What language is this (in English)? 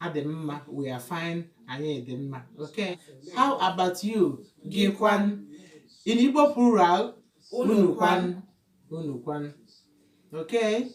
Igbo